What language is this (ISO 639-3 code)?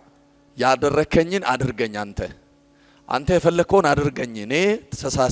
amh